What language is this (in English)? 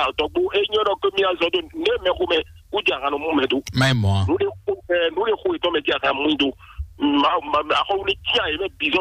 Fon